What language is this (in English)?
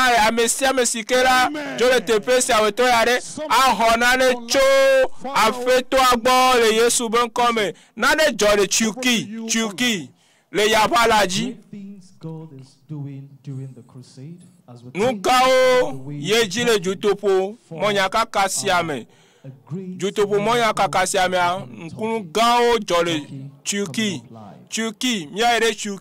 Ewe